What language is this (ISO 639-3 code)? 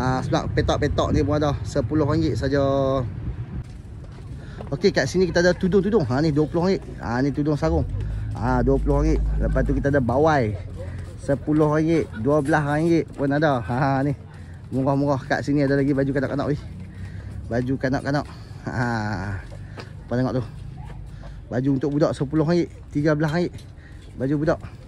msa